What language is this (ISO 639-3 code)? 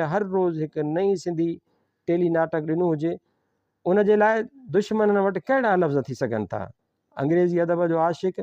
snd